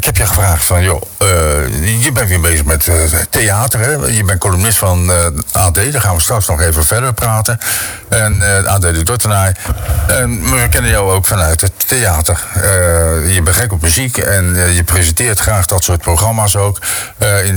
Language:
Dutch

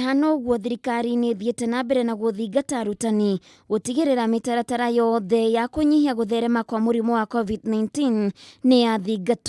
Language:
Kikuyu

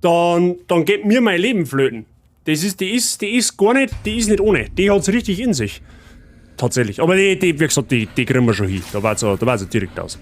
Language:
Bavarian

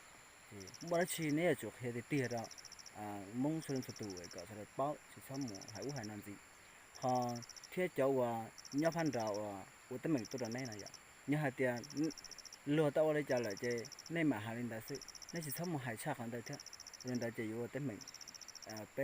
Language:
Hmong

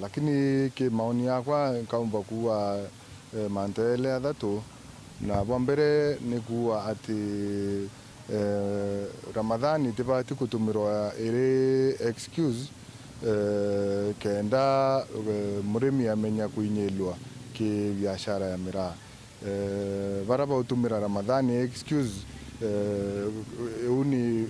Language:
Meru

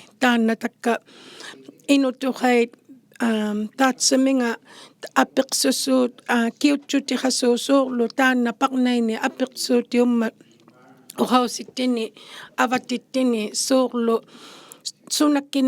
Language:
Inuktitut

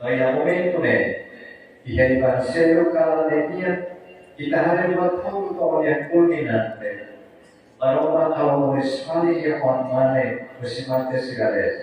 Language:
Tetum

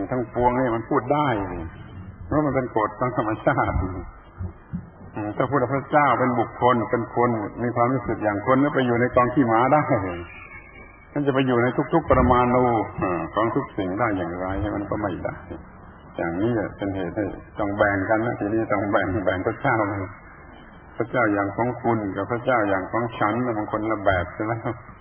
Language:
Thai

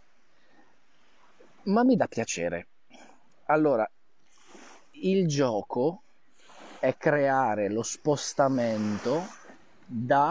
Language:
Italian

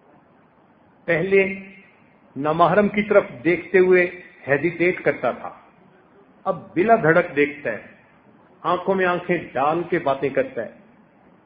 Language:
Urdu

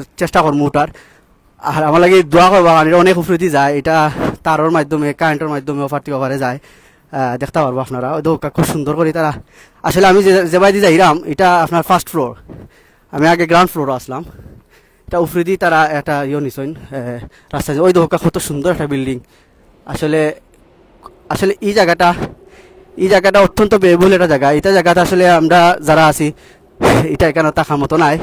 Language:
Sylheti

